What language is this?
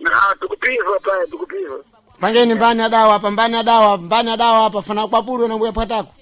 Sena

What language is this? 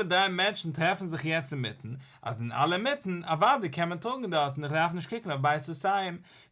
Yiddish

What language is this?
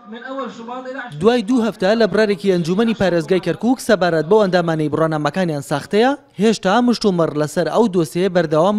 Central Kurdish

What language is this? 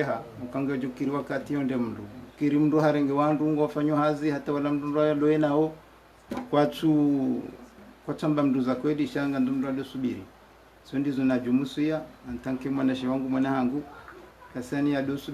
Ngazidja Comorian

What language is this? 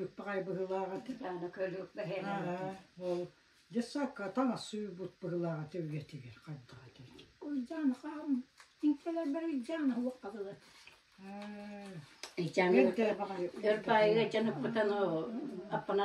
Yakut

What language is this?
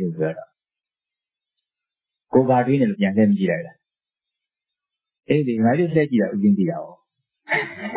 Burmese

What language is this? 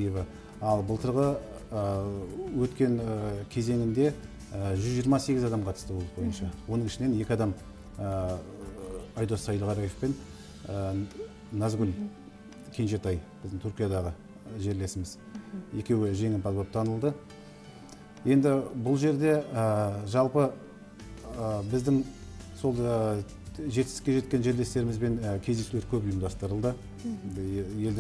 Kazakh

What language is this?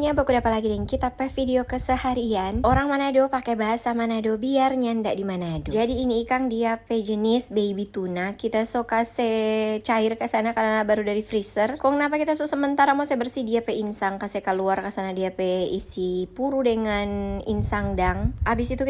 Manado Malay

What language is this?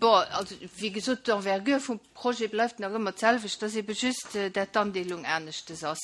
Luxembourgish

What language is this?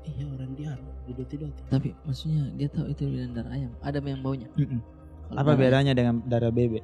Makassar Malay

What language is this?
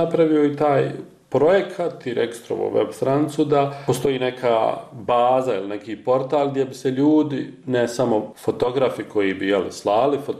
Bosnian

